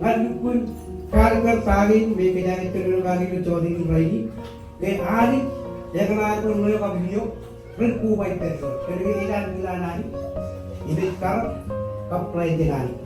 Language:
Marshallese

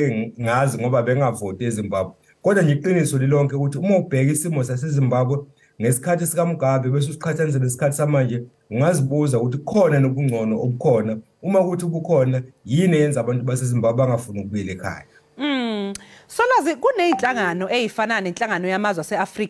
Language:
Zulu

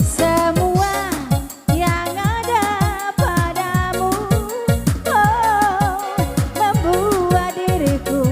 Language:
Minangkabau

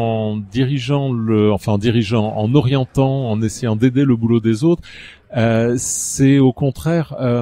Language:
French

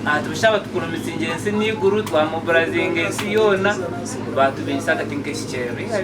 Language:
Nyankole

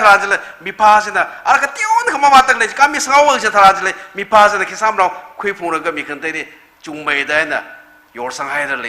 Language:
Tangkhul Naga (India)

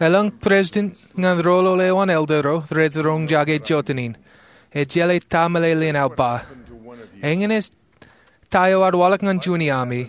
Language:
Marshallese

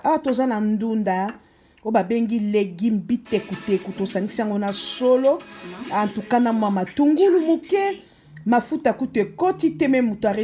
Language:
Lingala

